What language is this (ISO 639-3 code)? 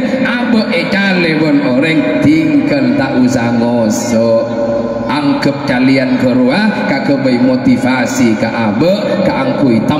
mad